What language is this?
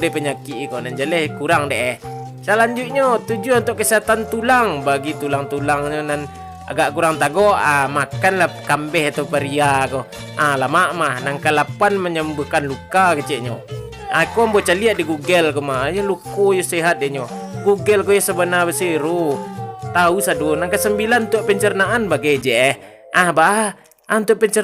Minangkabau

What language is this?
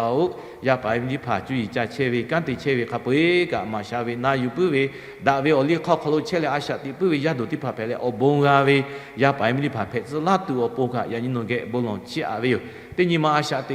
Lahu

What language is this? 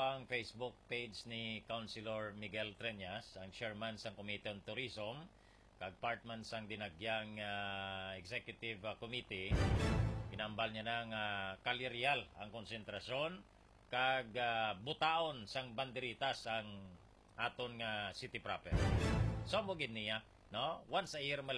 Hiligaynon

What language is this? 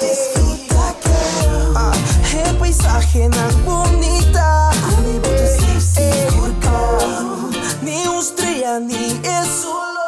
Papiamento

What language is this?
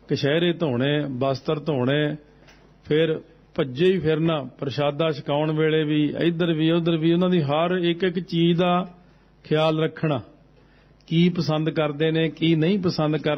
Punjabi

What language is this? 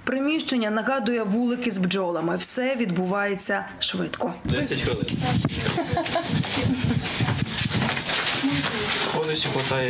Ukrainian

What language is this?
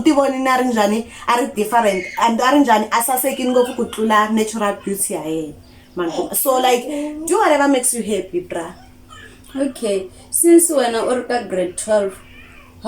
Tsonga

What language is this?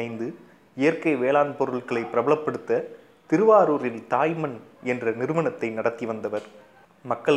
Tamil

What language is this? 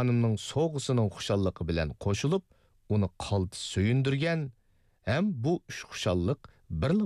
Uyghur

